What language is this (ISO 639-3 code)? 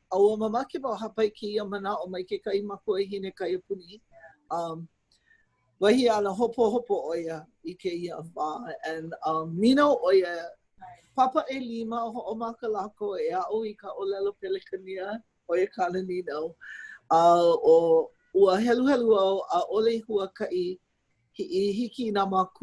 haw